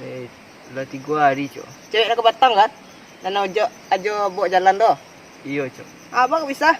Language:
Minangkabau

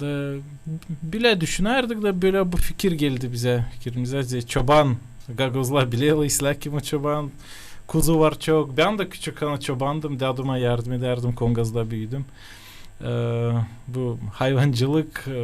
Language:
Gagauz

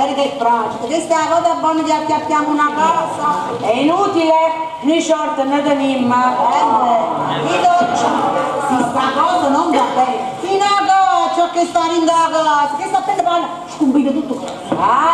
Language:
Neapolitan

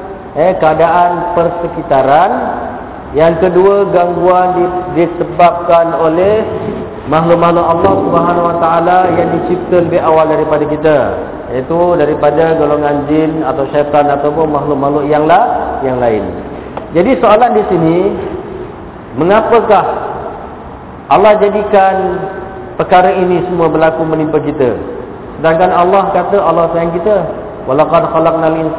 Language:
Malay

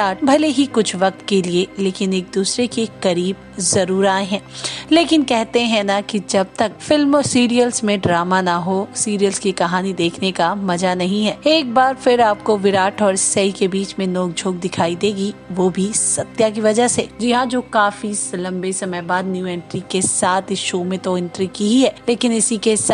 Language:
Hindi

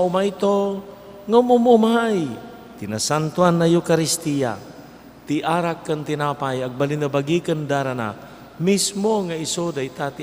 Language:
Iloko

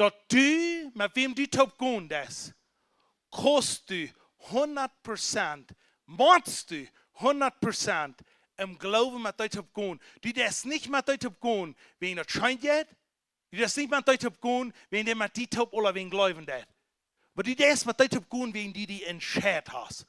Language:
Plautdietsch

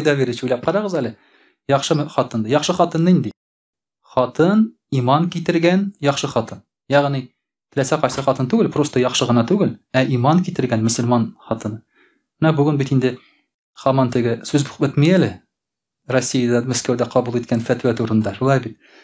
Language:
Tatar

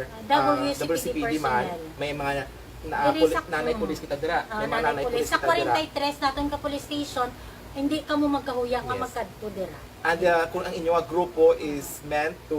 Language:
Hiligaynon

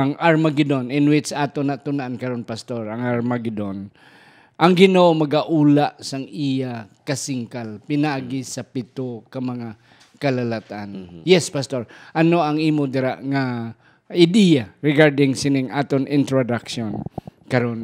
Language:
Hiligaynon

